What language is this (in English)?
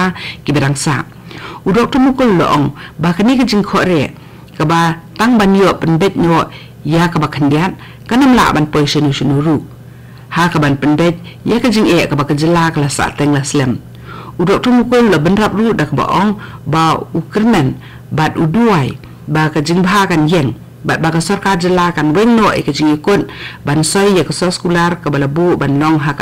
Khasi